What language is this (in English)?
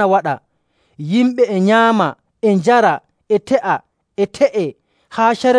Nigerian Fulfulde